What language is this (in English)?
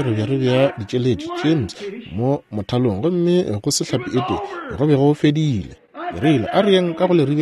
Northern Sotho